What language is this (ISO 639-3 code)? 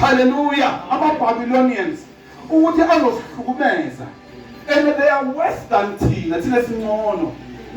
zul